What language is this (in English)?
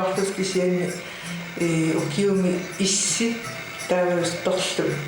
Kalaallisut